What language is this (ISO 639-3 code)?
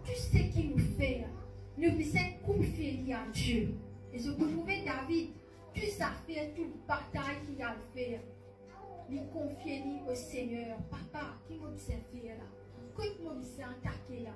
mfe